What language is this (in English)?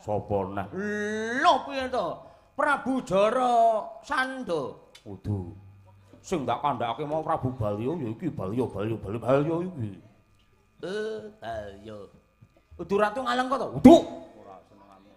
Javanese